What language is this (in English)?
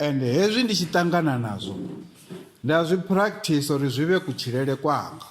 Venda